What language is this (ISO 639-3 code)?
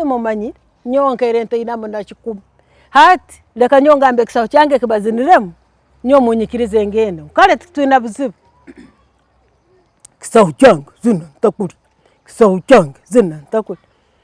ttj